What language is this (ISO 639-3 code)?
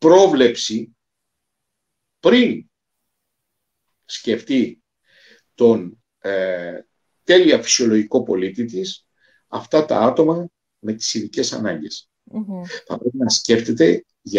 ell